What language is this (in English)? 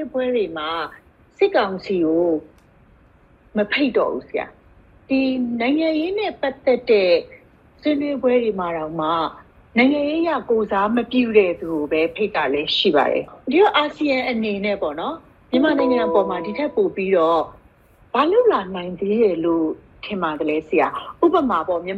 Burmese